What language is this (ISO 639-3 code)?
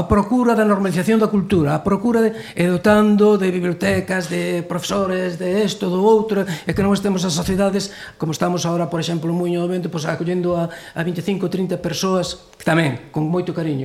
glg